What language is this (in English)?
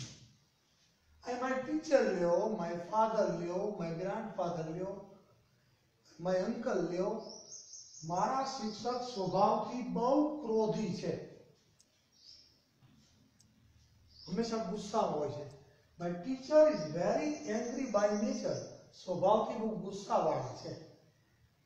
Gujarati